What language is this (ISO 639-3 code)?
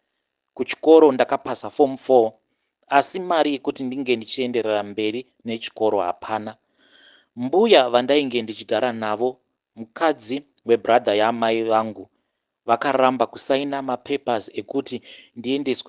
sna